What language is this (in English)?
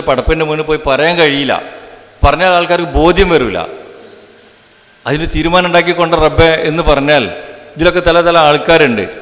Malayalam